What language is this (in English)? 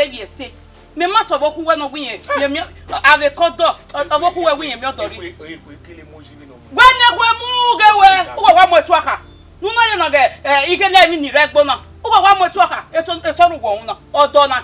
Bini